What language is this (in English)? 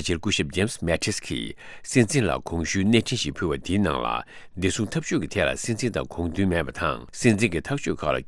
Tibetan